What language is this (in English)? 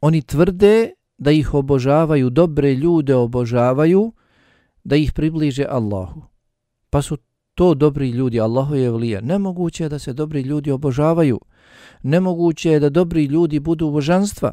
Bosnian